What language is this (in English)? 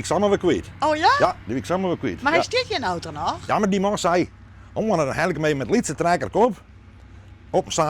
Western Frisian